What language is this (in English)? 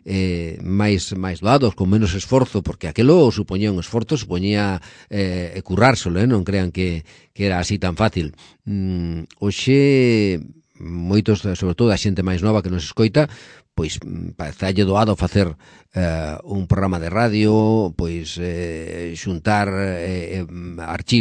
Galician